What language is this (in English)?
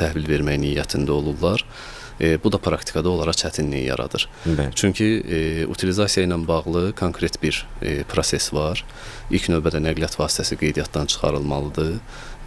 Azerbaijani